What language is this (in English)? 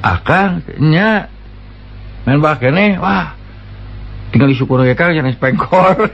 Sundanese